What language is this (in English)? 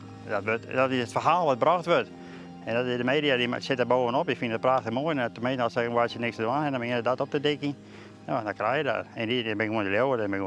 Western Frisian